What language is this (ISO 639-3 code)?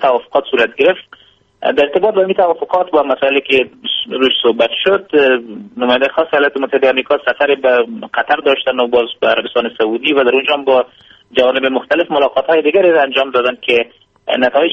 fas